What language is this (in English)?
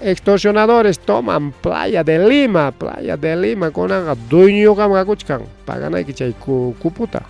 Ayacucho Quechua